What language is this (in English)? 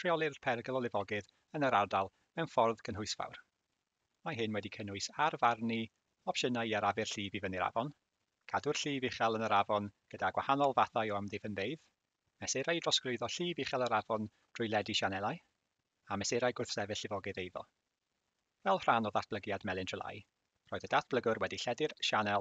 Welsh